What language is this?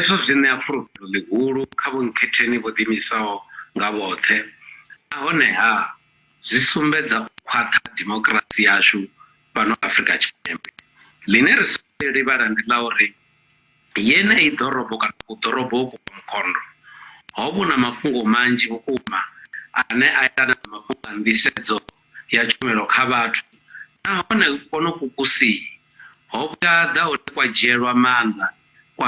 Venda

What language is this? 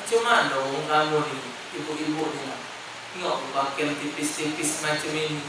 Musi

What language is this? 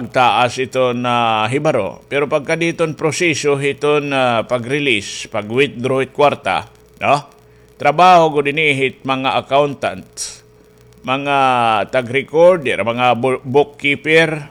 Waray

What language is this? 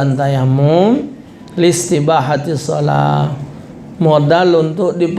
Musi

